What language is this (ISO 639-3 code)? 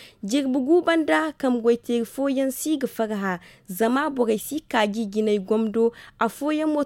dje